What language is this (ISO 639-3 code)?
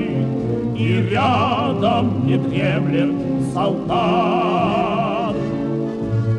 rus